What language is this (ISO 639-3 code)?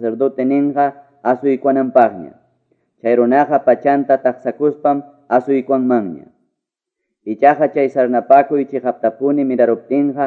que